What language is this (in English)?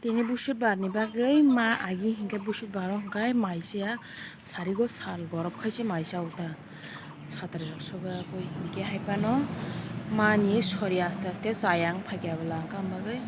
Kok Borok